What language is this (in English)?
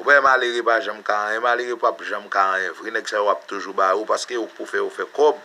Haitian Creole